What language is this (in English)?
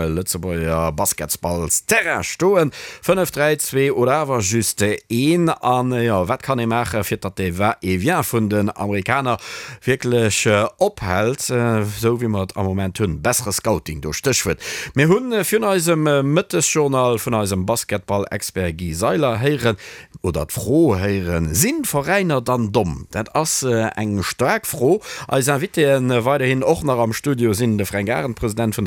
Luxembourgish